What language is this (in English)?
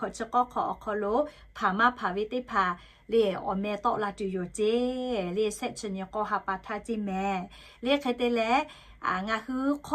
Lahu